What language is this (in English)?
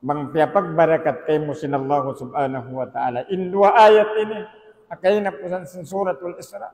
Tausug